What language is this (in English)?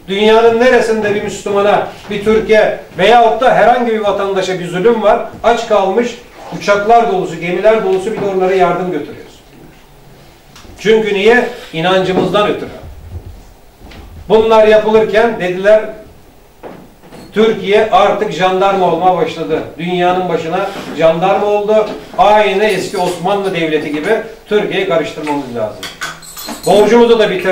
Turkish